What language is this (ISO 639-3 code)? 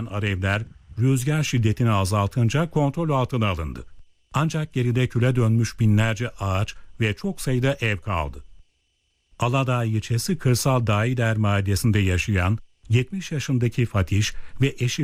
tur